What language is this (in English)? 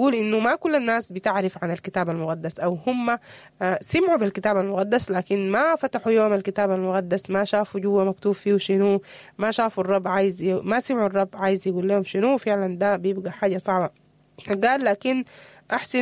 Sudanese Arabic